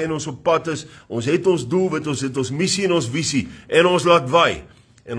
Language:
Afrikaans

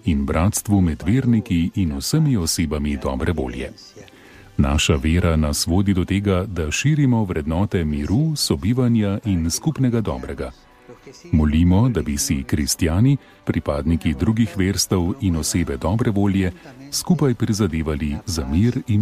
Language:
Slovenian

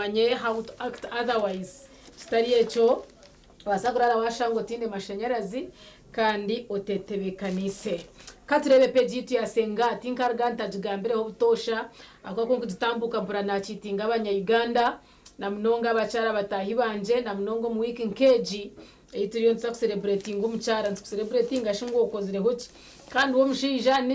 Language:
Nyankole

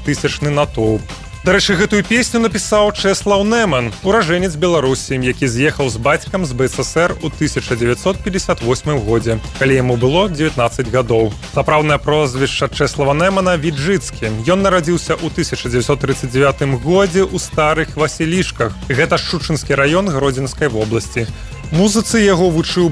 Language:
Belarusian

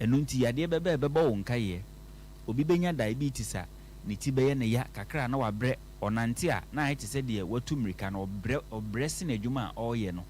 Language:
Akan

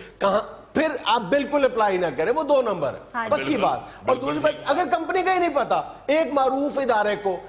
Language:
Urdu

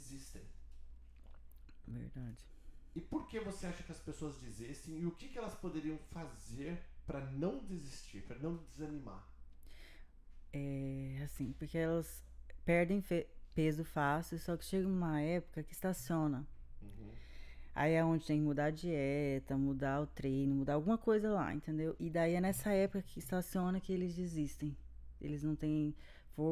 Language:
Portuguese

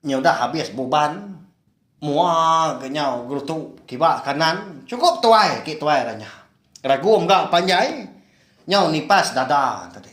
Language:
Iban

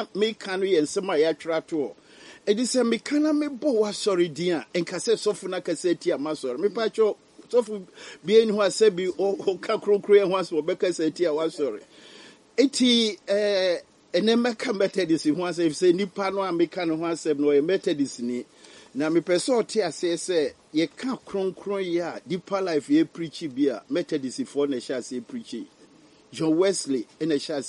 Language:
Akan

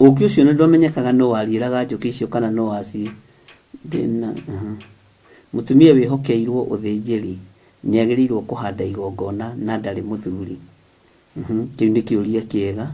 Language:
Kikuyu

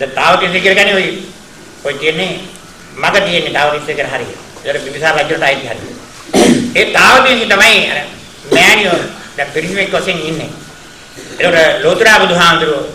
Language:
Sinhala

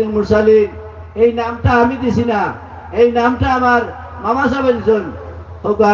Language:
Sylheti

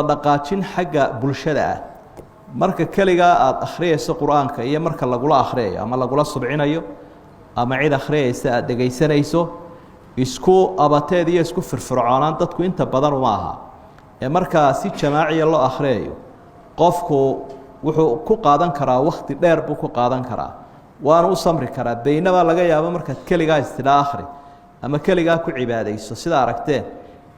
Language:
Somali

